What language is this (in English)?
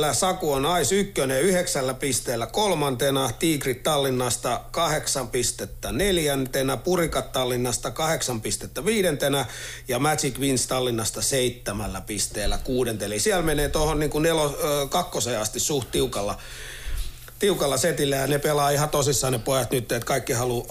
Finnish